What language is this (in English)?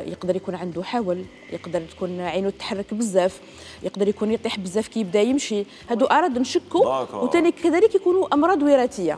Algerian Arabic